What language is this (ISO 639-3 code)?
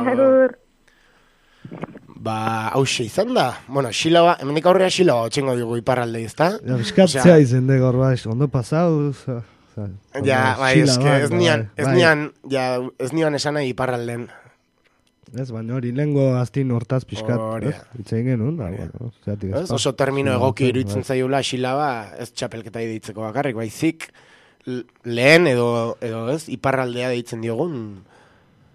eus